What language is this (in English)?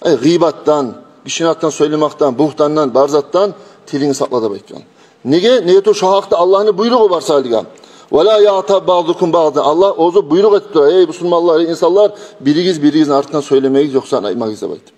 Kumyk